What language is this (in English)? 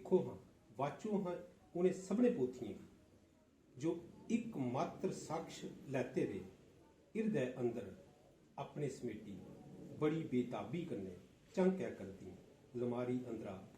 Dogri